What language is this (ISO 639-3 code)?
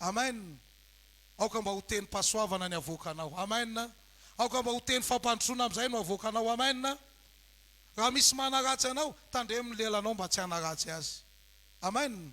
mlg